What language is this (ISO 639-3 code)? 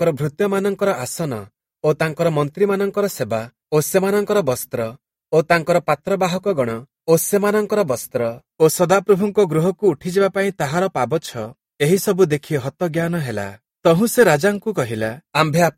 ori